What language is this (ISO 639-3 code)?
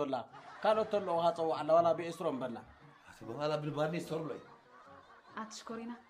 tir